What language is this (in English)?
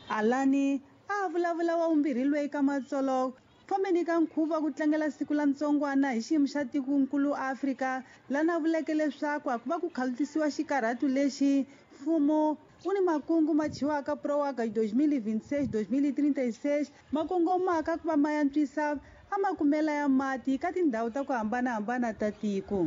Tsonga